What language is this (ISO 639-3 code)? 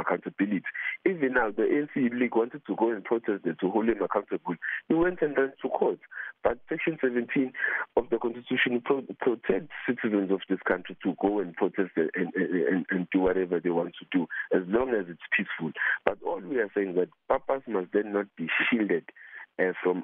eng